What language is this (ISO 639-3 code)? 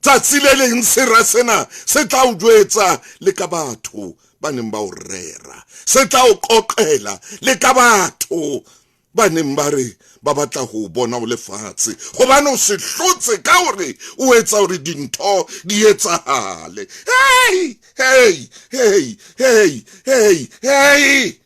sot